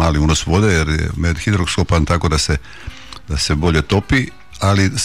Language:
Croatian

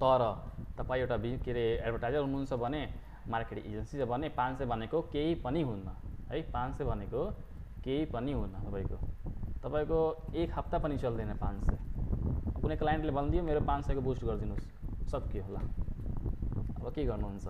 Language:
Nepali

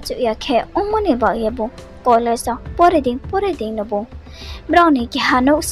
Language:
Riang (India)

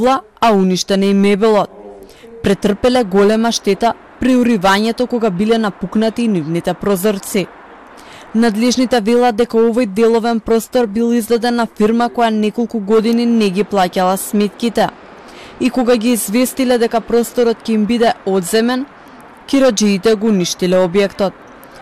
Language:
Macedonian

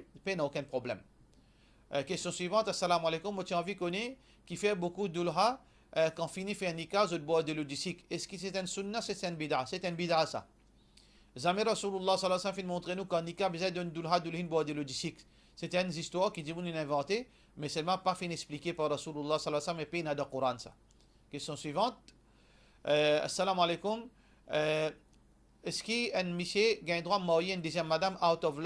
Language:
Morisyen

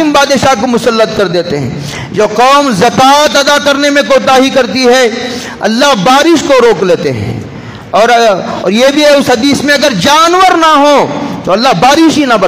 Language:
Urdu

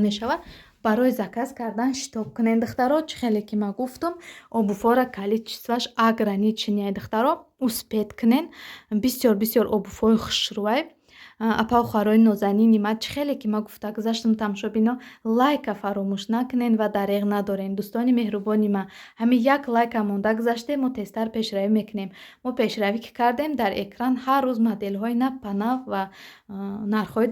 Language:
Tajik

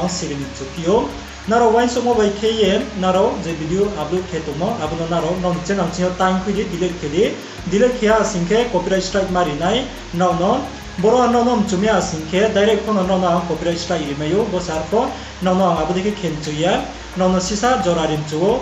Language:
Riang (India)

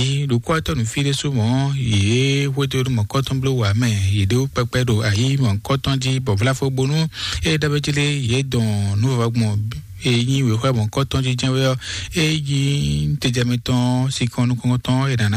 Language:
Fon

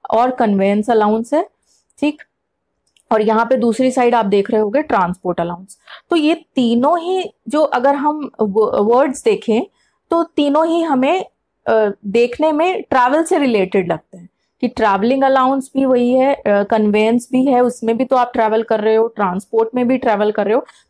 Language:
Hindi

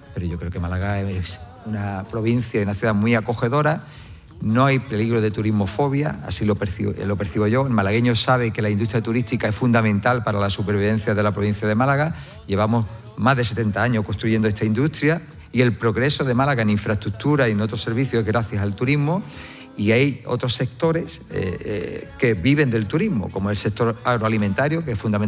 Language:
Spanish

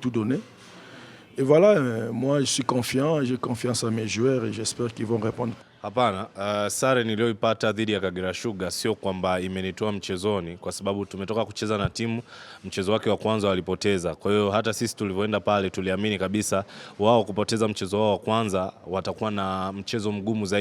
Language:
Swahili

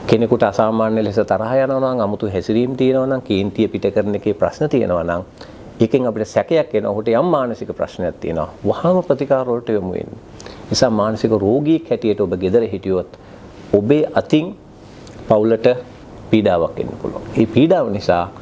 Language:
Sinhala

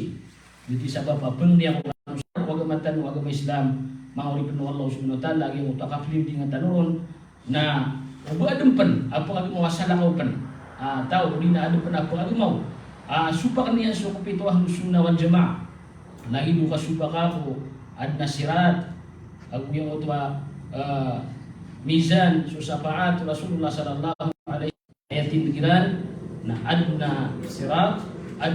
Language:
Maranao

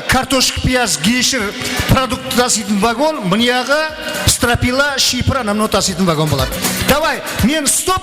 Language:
Kara-Kalpak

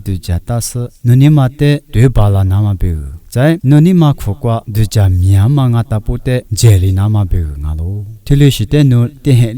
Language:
Lisu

